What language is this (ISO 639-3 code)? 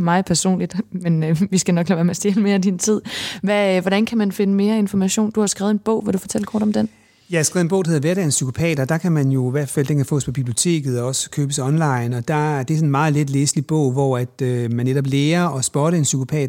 dan